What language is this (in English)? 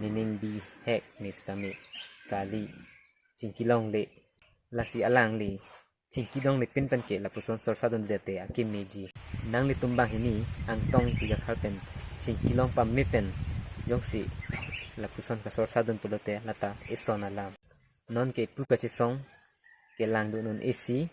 Karbi